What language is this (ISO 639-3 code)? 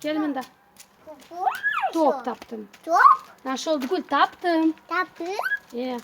crh